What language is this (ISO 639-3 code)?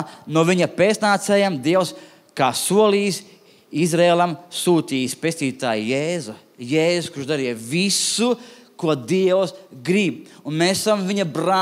lav